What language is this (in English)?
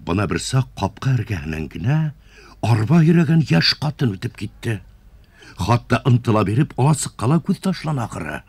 Bashkir